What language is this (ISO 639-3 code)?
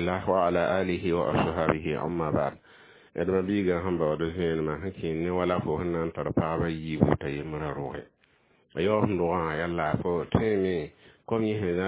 mos